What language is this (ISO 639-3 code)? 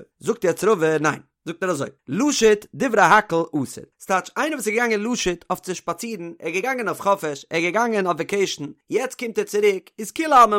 yid